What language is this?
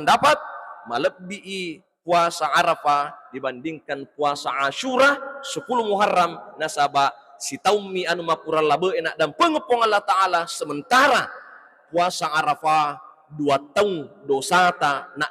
Buginese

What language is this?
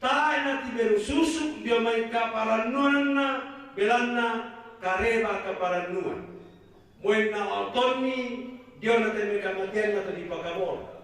Toraja-Sa'dan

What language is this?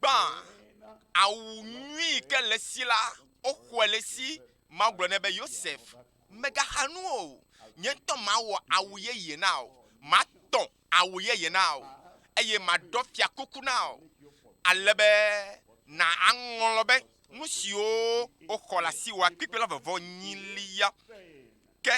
Ewe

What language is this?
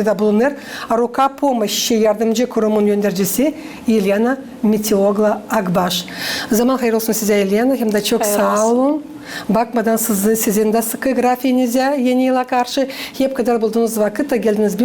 Gagauz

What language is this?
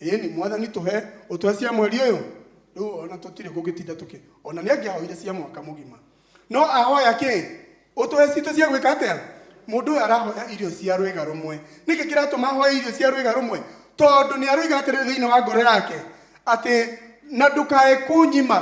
Kikuyu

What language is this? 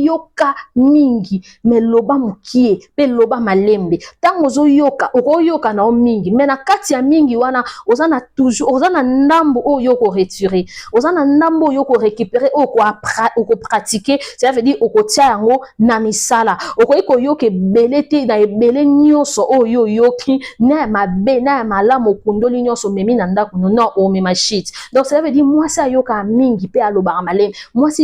Lingala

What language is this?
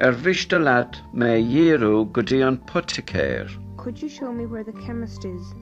Irish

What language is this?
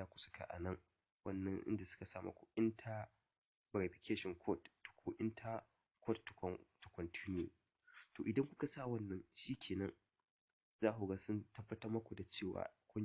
Hausa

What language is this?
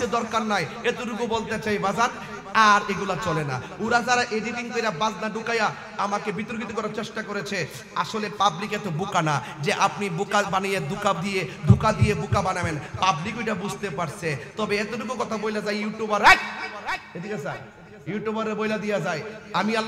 Bangla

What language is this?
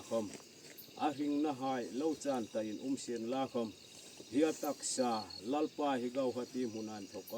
Hmar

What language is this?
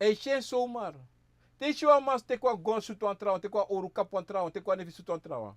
Sranan Tongo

